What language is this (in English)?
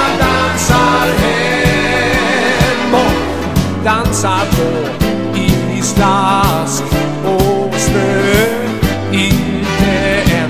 Swedish